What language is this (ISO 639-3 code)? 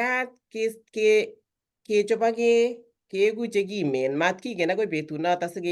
kln